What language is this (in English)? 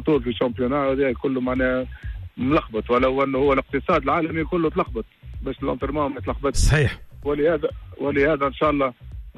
Tunisian Arabic